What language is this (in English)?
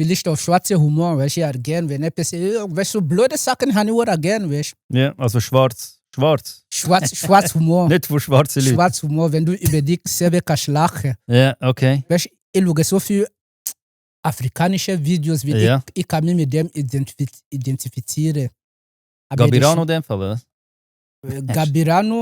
Swiss German